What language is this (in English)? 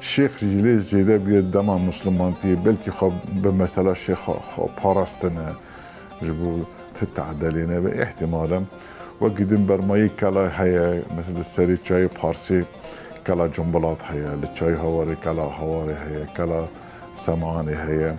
Kurdish